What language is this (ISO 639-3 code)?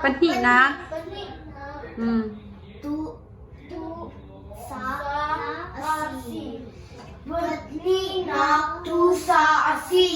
cnh